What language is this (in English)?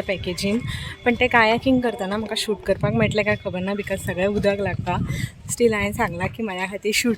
Konkani